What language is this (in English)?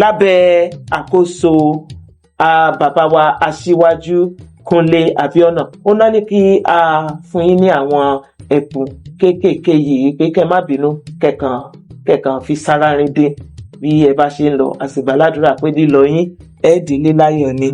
Yoruba